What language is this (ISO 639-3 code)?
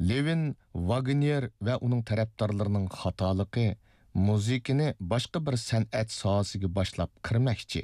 uig